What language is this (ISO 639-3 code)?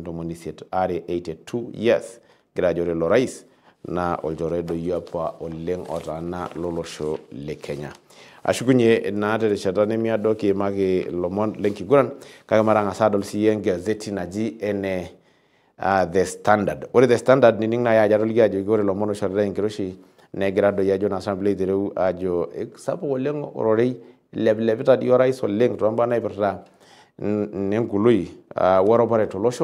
mas